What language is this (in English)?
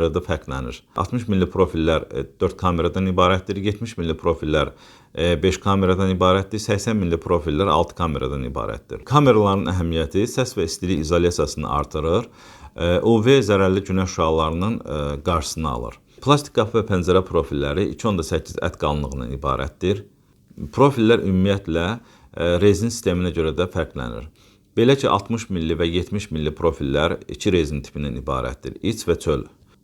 Azerbaijani